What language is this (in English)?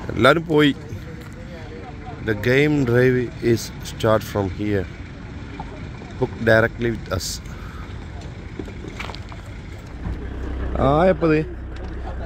Malayalam